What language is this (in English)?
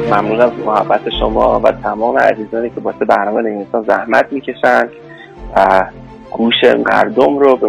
Persian